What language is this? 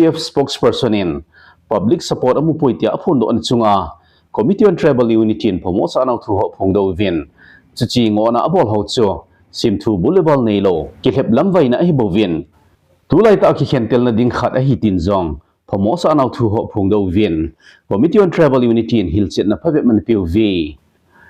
Thado Chin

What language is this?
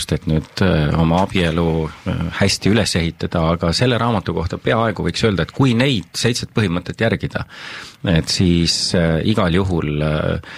Estonian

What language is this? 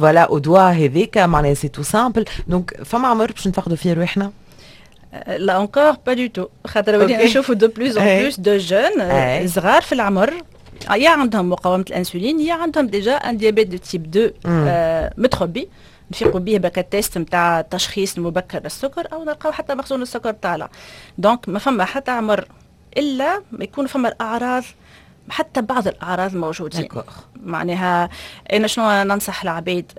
Tunisian Arabic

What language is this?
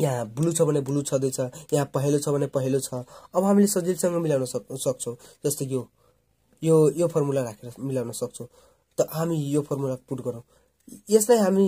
Nepali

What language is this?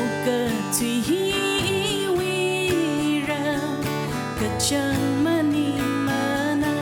Tangkhul Naga (India)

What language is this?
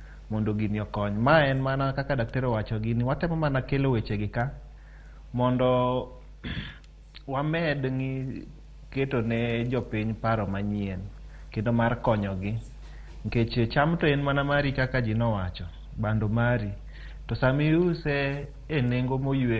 Luo (Kenya and Tanzania)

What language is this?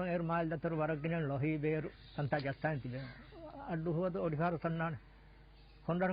Divehi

